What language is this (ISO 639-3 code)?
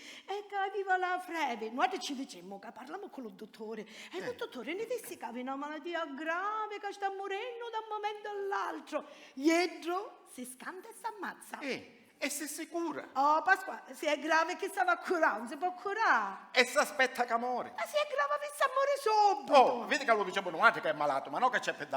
scn